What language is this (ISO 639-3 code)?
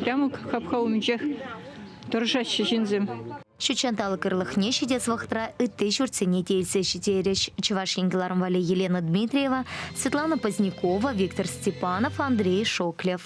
chv